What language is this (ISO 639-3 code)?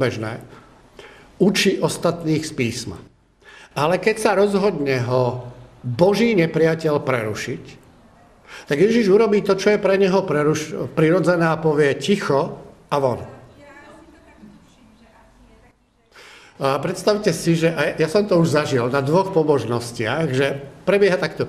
slk